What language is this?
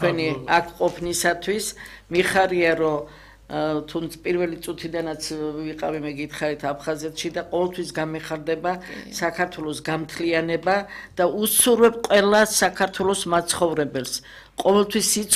Georgian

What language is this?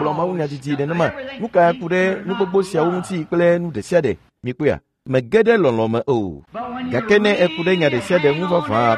Ewe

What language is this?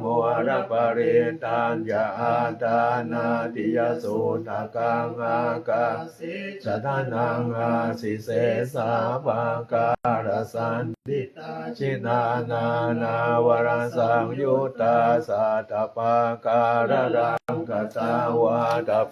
Pali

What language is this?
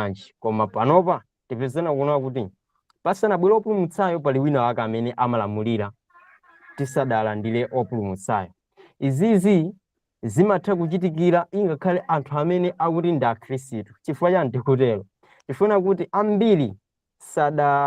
Nyanja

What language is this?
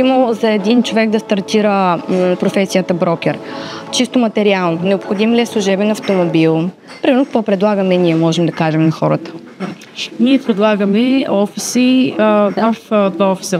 Bulgarian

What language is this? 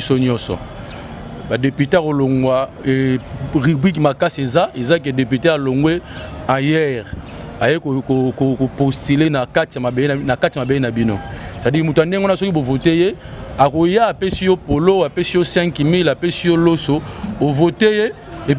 Lingala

